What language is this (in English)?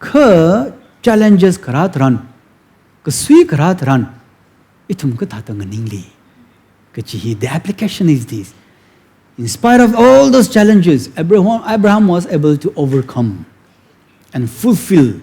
Tangkhul Naga (India)